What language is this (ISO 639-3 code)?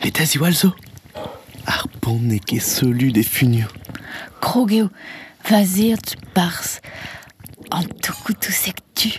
bre